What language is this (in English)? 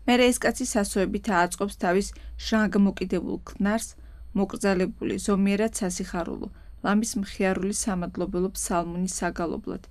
Georgian